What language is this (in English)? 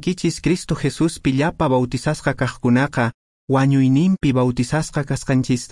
Quechua